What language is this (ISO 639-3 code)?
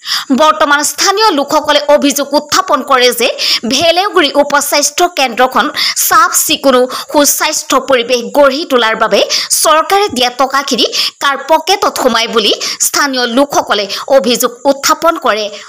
asm